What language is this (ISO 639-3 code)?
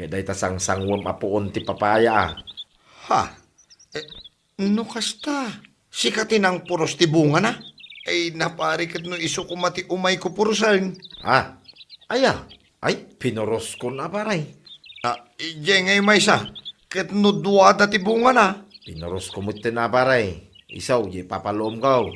ilo